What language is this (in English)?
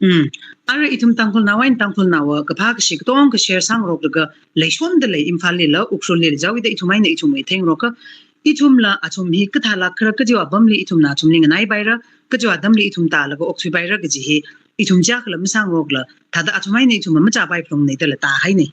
Tangkhul Naga (India)